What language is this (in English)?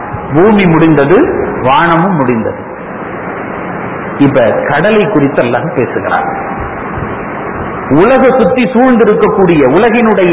Tamil